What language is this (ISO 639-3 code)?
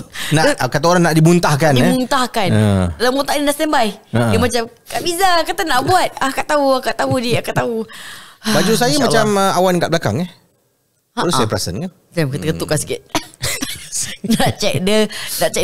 msa